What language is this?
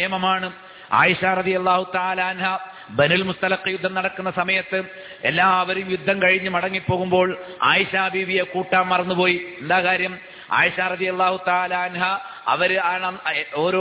Malayalam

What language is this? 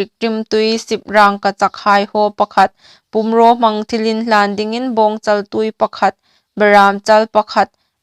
Hmar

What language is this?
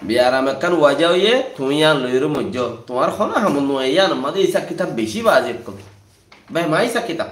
Rohingya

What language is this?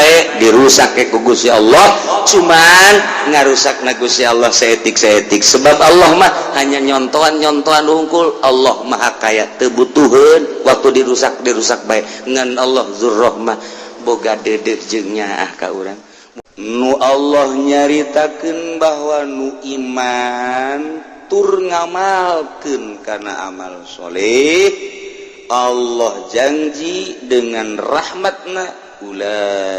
Sundanese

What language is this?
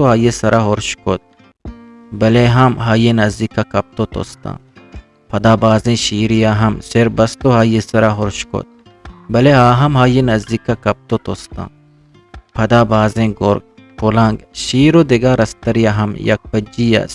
Eastern Balochi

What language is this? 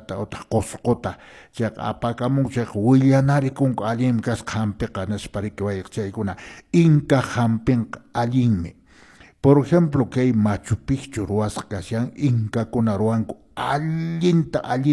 Quechua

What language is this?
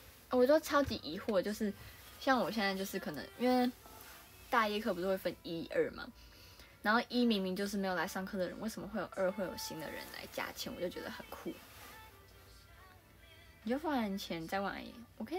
Chinese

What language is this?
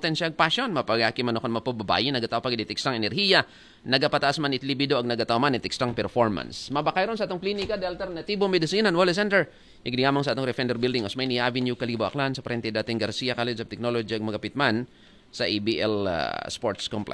Aklanon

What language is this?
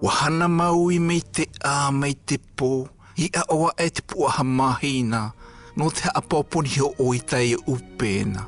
South Marquesan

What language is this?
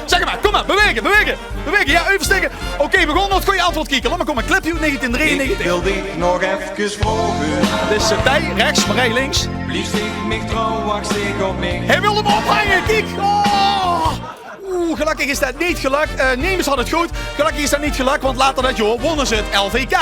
Limburgish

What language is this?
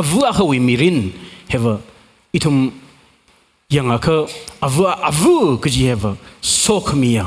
Tangkhul Naga (India)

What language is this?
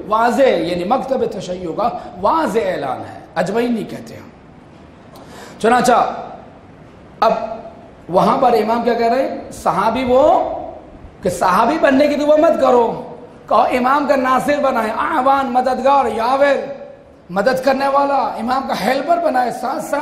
Urdu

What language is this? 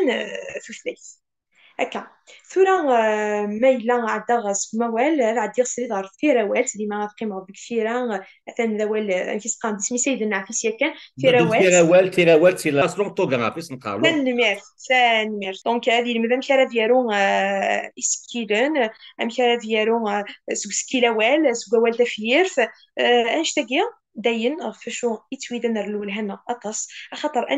Kabyle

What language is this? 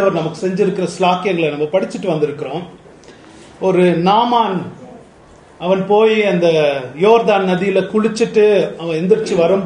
Tamil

